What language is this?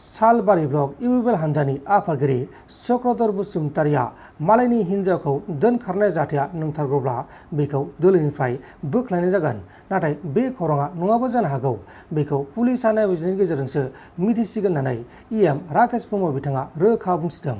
Bodo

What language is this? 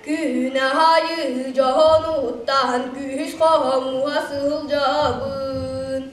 Yakut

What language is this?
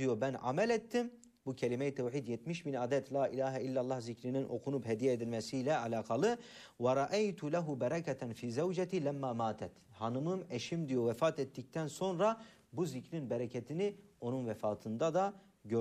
Turkish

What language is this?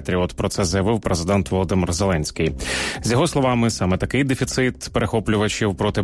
Ukrainian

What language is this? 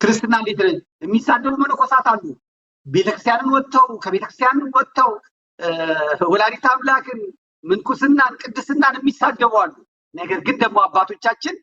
Amharic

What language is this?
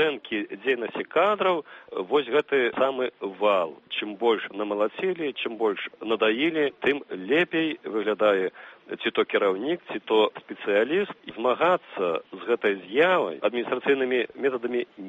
Belarusian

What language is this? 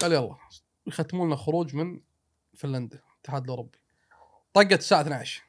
Gulf Arabic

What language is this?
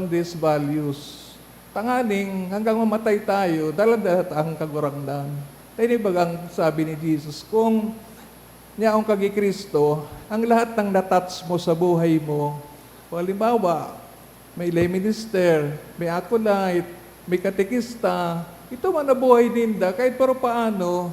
Bikol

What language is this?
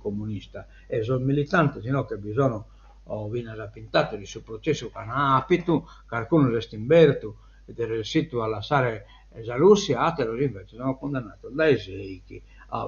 Sardinian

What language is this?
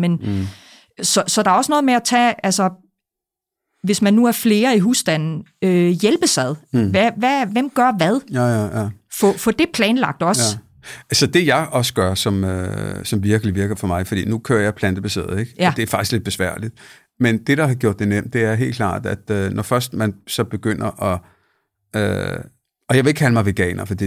Danish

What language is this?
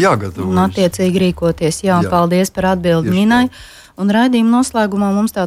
Latvian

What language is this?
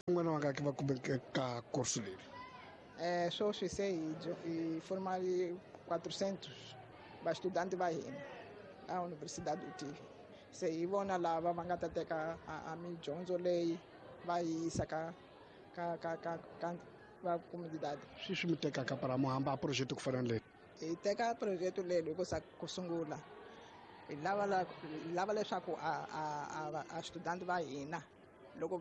Tsonga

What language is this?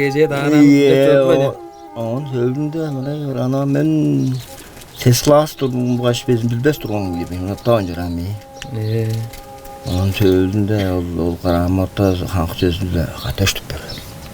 Tuvinian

